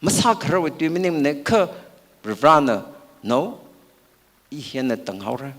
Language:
Tangkhul Naga (India)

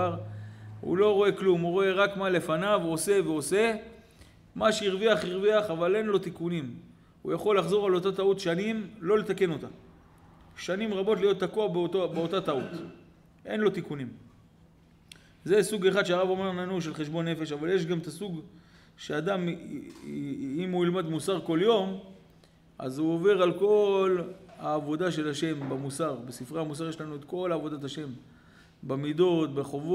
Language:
Hebrew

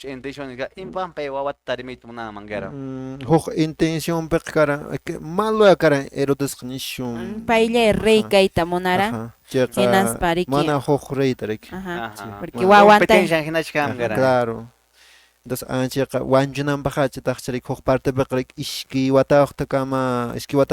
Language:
Quechua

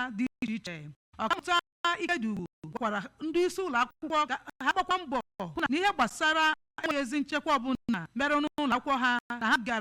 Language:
Igbo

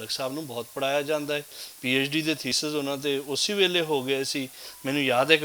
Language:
Western Panjabi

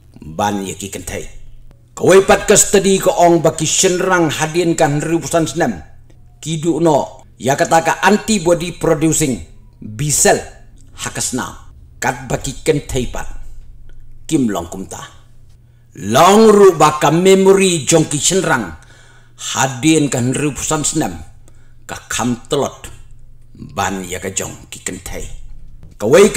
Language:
Khasi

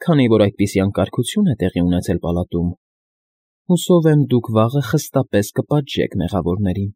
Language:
Armenian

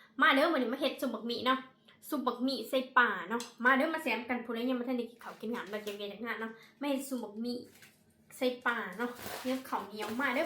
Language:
Northeastern Thai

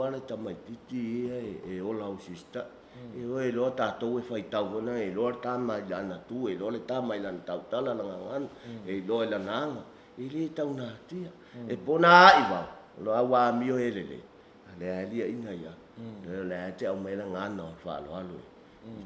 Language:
Samoan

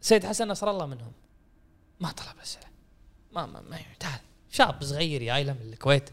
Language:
Gulf Arabic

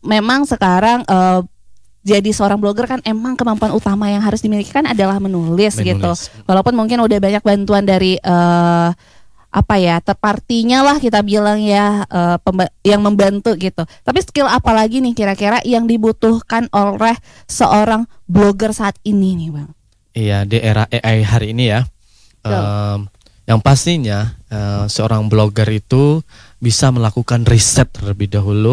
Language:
Indonesian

